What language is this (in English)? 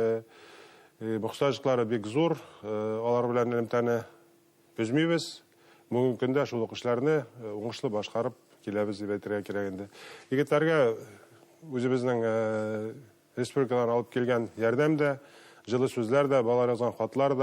Bashkir